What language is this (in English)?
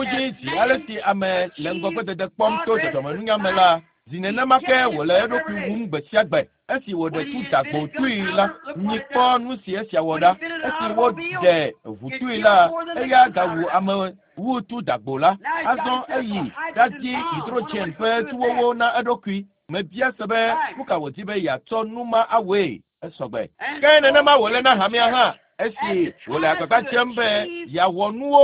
Ewe